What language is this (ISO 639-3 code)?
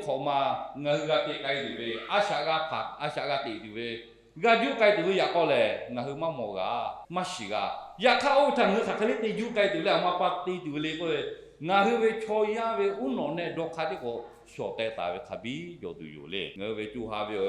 lhu